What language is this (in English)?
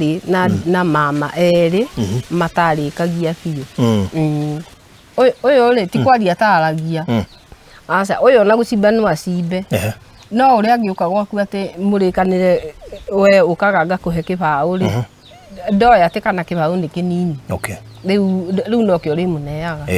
Kikuyu